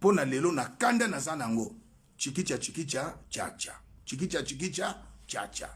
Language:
Lingala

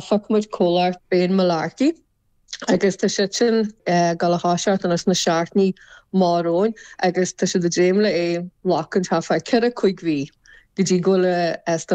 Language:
Irish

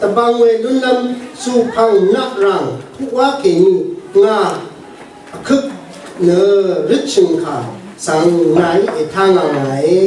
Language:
Rawang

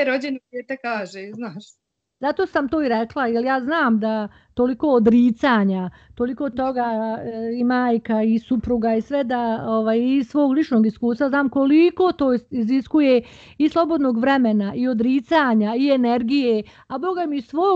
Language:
Bosnian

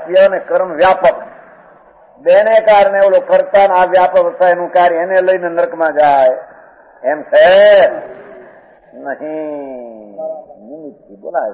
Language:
Gujarati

